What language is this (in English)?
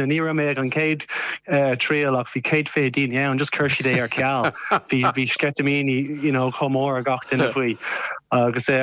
Irish